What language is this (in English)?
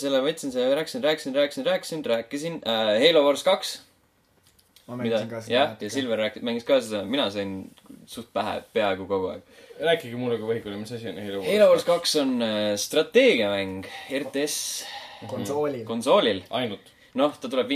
Estonian